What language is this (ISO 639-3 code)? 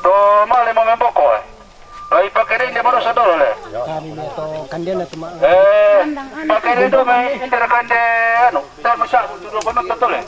sda